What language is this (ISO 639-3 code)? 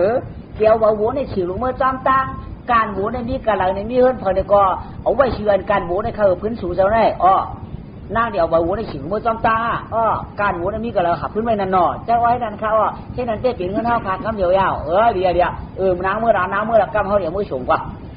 shn